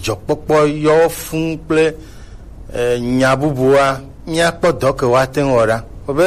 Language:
Gen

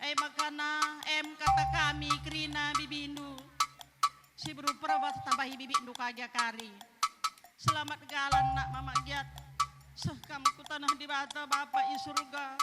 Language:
Batak Karo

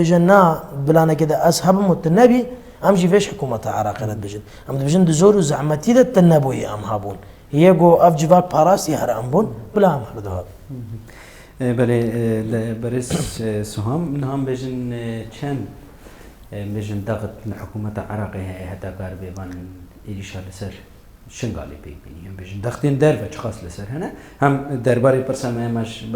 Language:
Kurdish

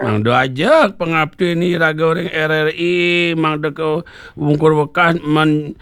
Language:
Balinese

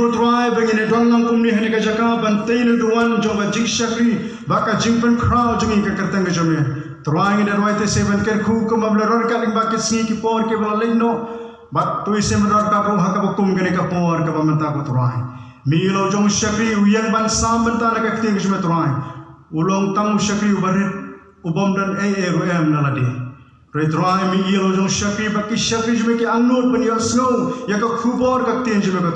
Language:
Khasi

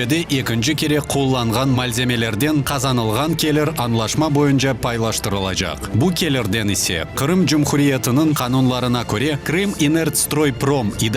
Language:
Crimean Tatar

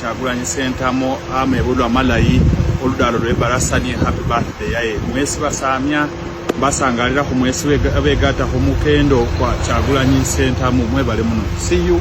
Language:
Ganda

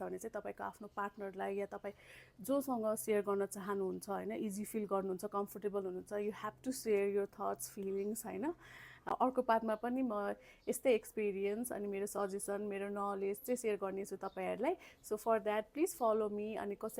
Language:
Nepali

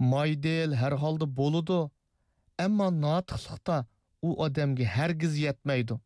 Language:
Uyghur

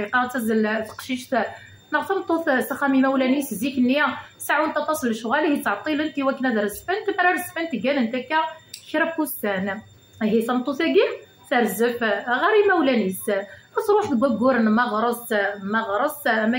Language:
Kabyle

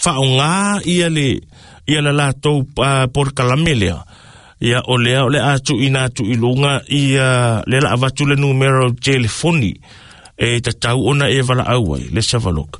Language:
Samoan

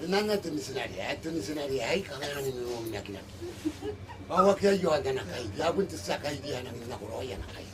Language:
Gilbertese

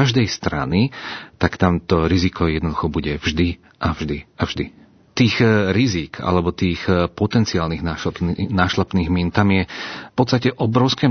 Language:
Slovak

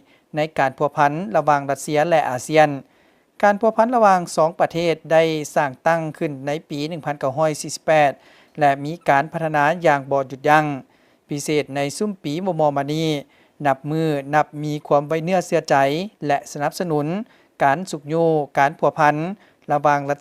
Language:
Lao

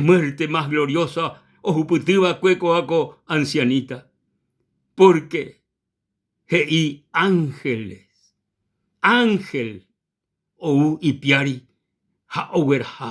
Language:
Guarani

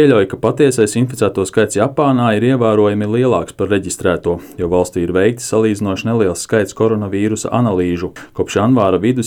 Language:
Latvian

